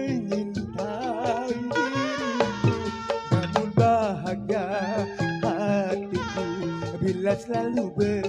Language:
Betawi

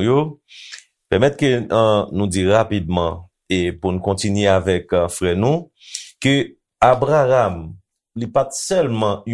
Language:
Haitian Creole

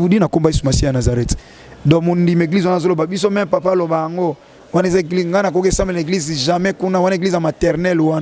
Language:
Lingala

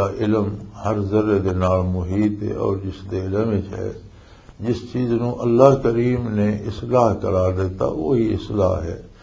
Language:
Western Panjabi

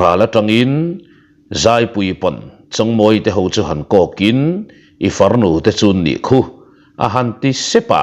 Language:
Mizo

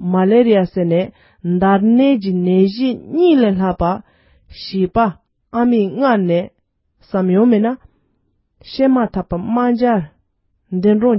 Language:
Tibetan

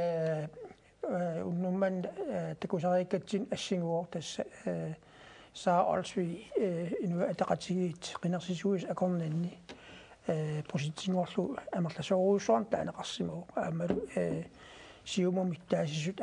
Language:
Kalaallisut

